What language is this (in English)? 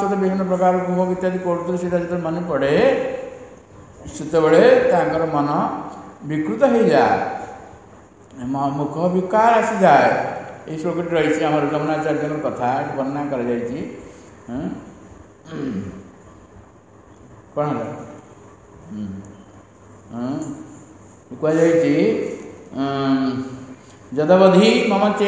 Odia